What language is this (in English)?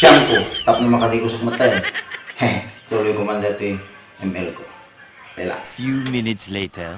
Iloko